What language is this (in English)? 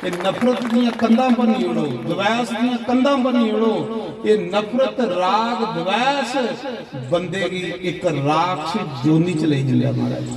Dogri